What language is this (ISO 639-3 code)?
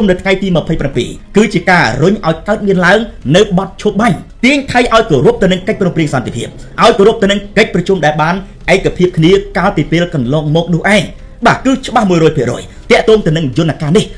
khm